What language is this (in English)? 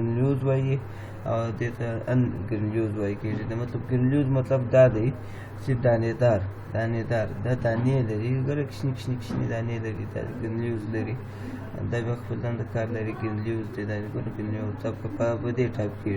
Pashto